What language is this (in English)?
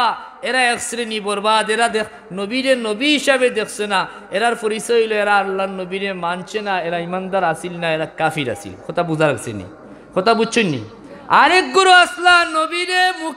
Sylheti